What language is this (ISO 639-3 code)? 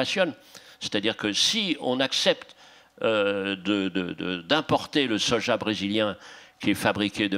fra